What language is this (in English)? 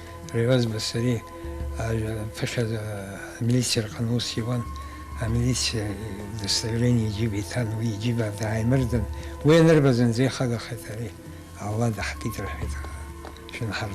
Abkhazian